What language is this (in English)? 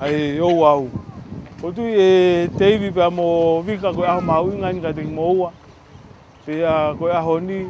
Tongan